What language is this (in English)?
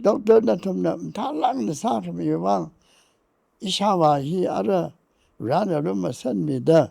Tangkhul Naga (India)